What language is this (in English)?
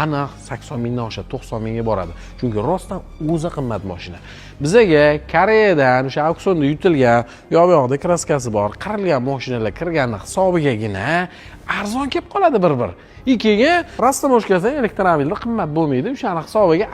Uzbek